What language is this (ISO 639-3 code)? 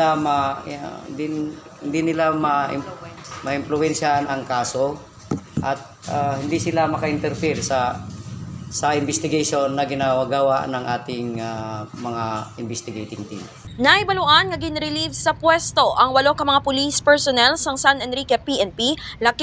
hil